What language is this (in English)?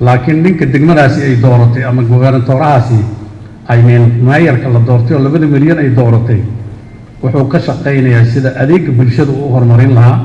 Somali